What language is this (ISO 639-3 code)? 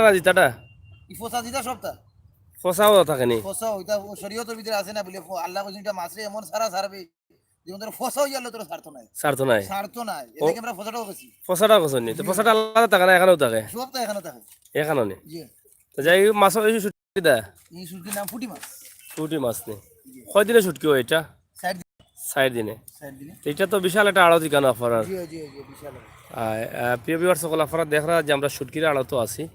syl